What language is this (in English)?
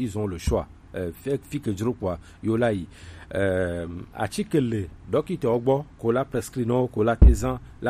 Gen